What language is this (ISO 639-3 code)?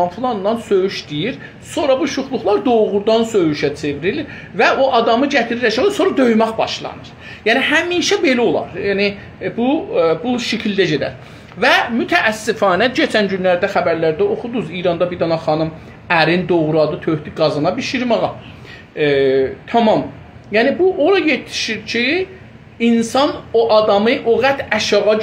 azb